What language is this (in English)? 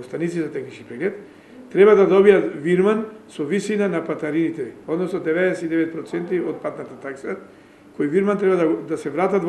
Macedonian